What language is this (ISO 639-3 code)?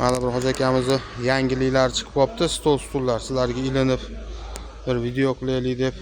uzb